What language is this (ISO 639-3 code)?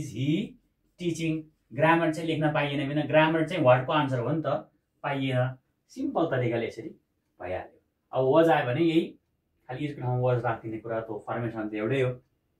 nep